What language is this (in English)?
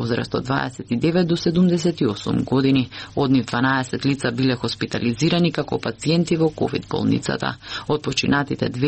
Macedonian